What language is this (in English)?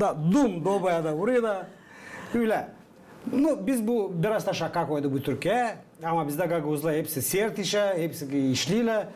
Gagauz